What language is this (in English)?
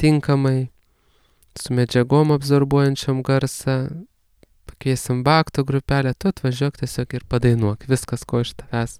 Lithuanian